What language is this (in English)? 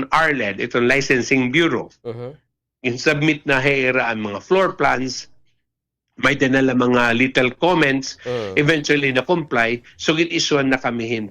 Waray